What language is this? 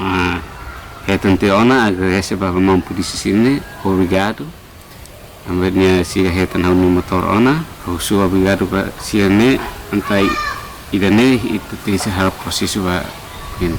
Tetum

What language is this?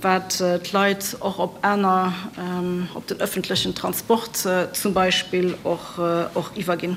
Luxembourgish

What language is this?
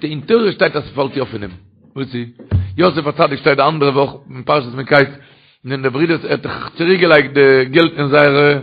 Yiddish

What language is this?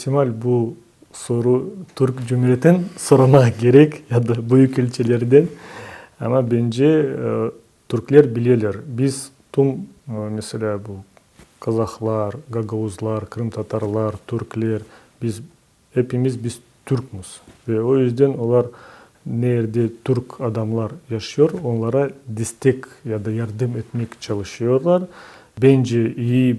Crimean Tatar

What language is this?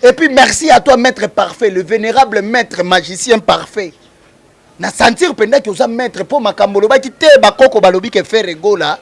Lingala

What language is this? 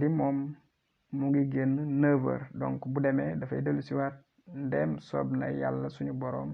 Wolof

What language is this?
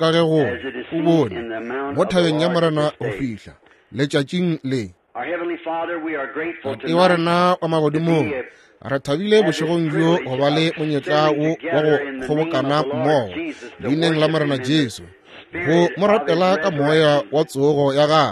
Northern Sotho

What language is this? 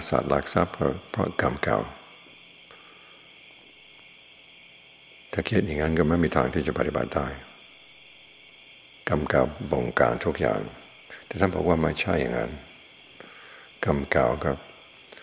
Thai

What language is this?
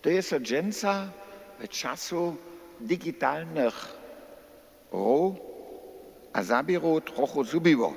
Upper Sorbian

